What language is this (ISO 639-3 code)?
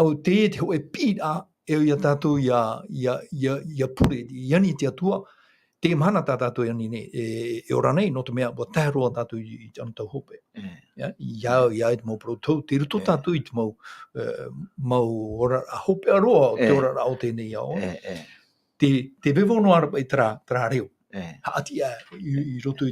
tah